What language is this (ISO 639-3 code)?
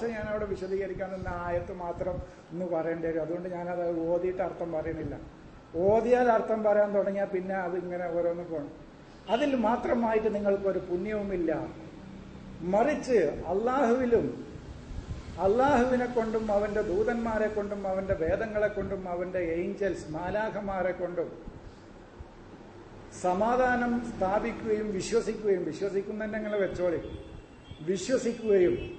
mal